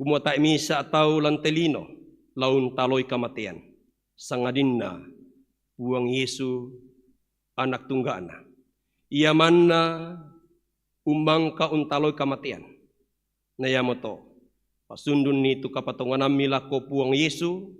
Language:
Toraja-Sa'dan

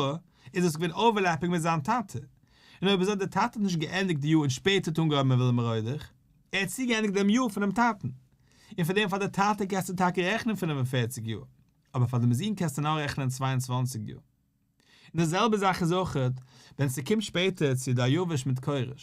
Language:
Yiddish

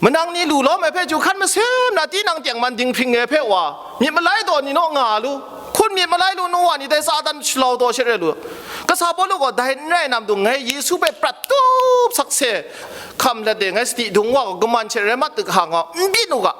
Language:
Kachin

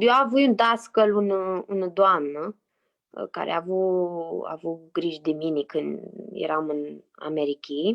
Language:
Aromanian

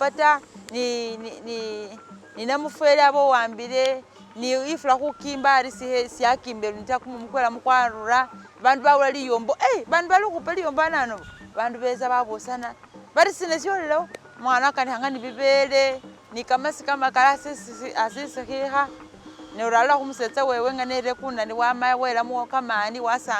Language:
Masaaba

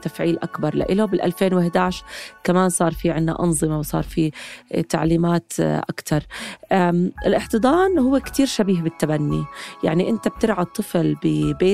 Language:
North Levantine Arabic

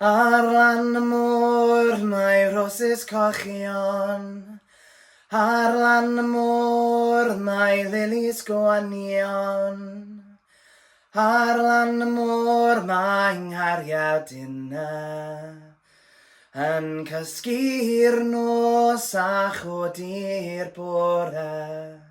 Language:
Welsh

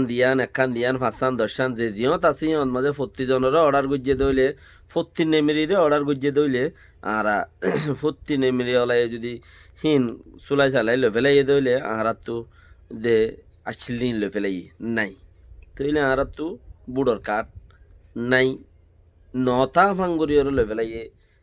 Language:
Rohingya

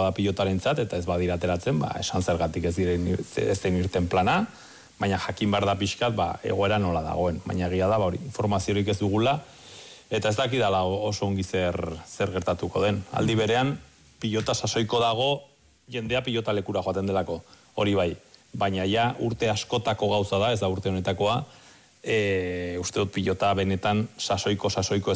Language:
Basque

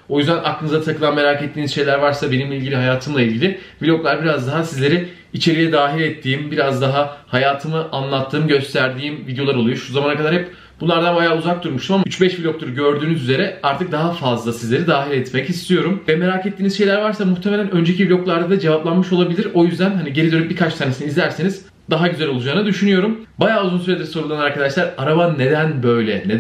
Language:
Turkish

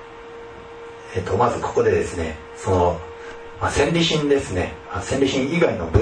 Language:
Japanese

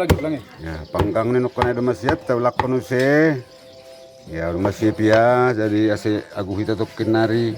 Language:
Batak Simalungun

